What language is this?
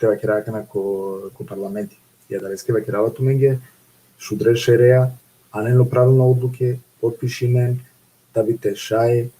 Balkan Romani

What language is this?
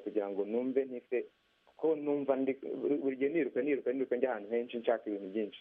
Kinyarwanda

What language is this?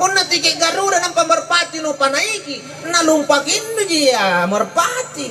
Makasar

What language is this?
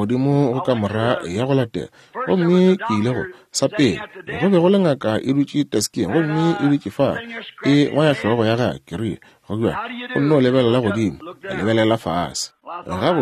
Northern Sotho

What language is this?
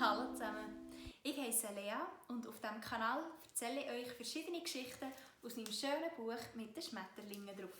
Swiss German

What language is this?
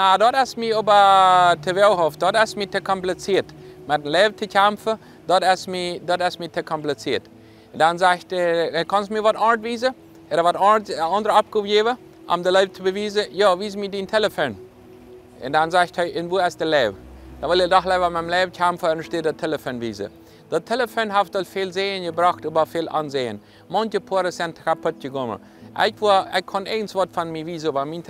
Plautdietsch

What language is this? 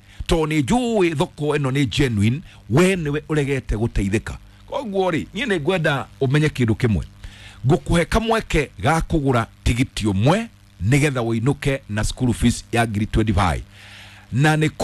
Kikuyu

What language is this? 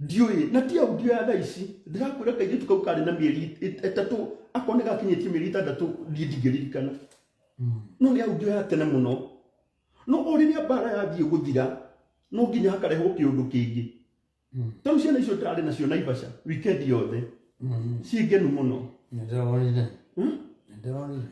Kikuyu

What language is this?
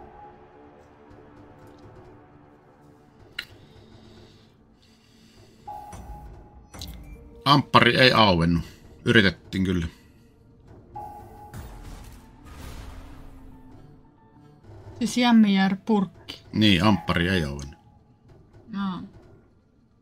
Finnish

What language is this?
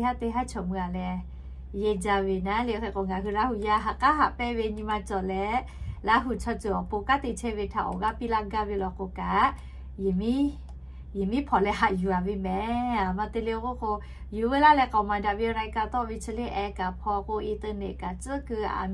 Lahu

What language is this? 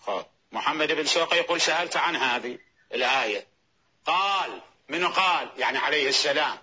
Mesopotamian Arabic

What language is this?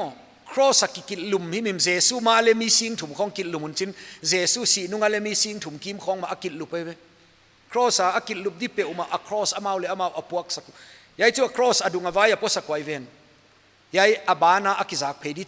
Paite Chin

